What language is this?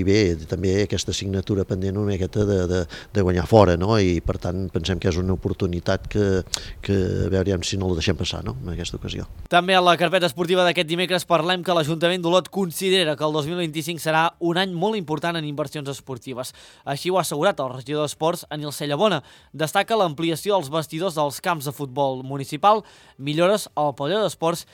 Catalan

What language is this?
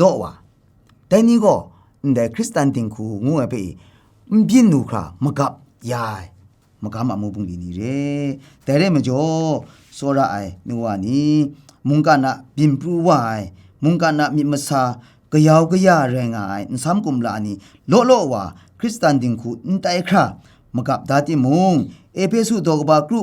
Kachin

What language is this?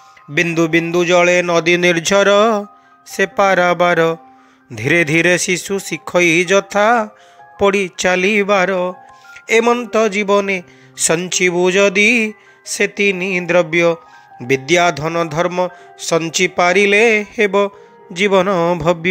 Odia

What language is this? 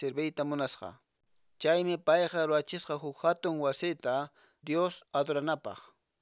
Quechua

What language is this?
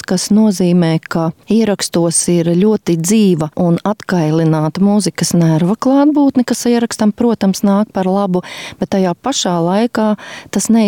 Latvian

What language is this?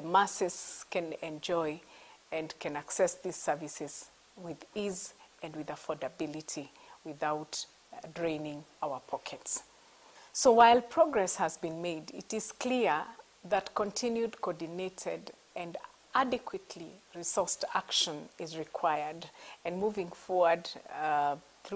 Gusii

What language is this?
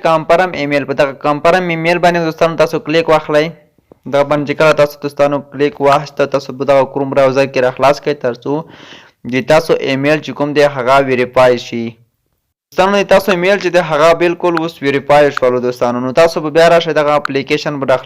Pashto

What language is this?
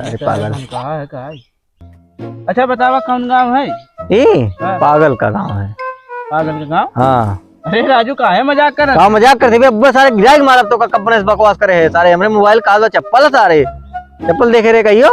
Awadhi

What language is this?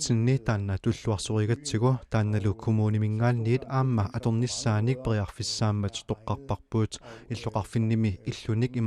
Kalaallisut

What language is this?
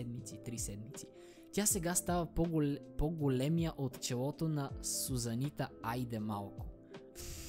Bulgarian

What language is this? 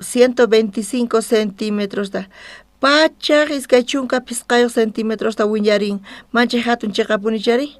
South Bolivian Quechua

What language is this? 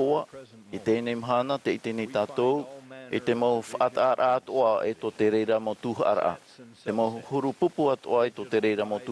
Tahitian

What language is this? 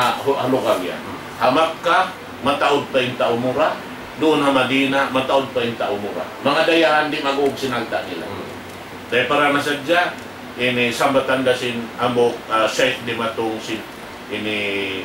Tausug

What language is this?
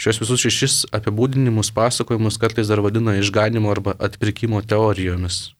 Lithuanian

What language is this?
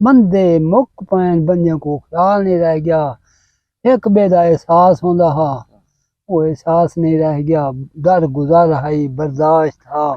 Saraiki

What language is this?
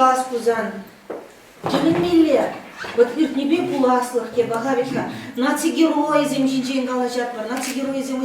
Chuvash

